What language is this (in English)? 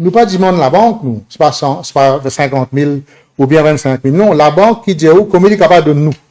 Morisyen